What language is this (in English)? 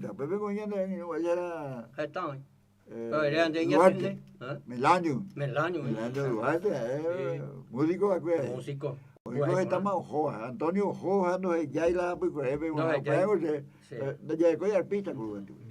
Guarani